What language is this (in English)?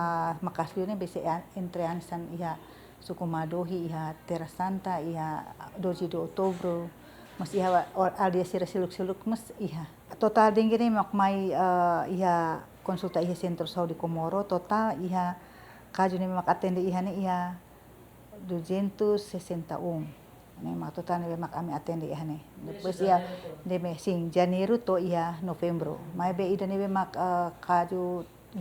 Tetum